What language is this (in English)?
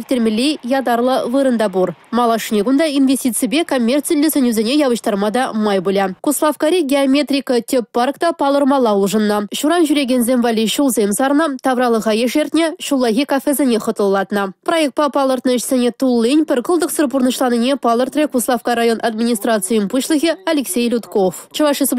Chuvash